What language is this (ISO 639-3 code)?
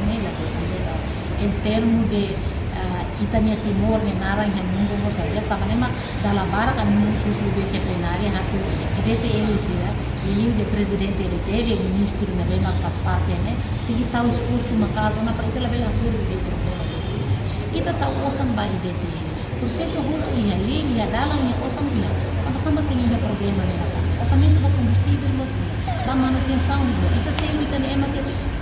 tet